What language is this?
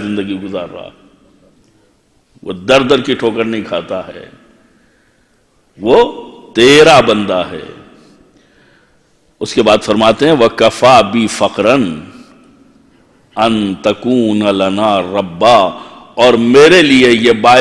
Urdu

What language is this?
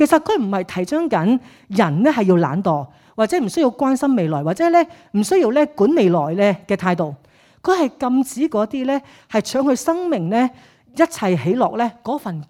Cantonese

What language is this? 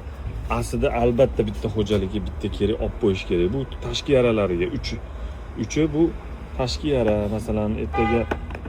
Uzbek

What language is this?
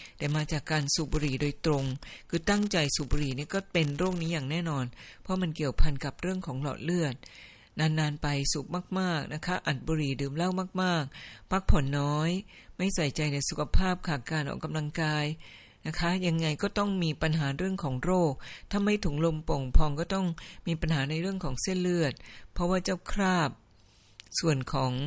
Thai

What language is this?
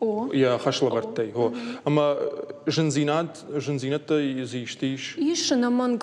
Ossetic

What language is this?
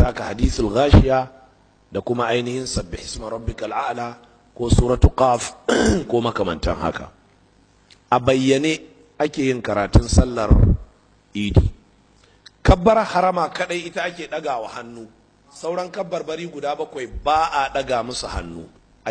Hausa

